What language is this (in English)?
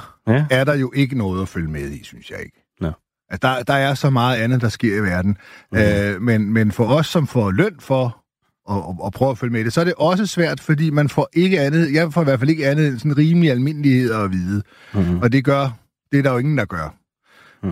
Danish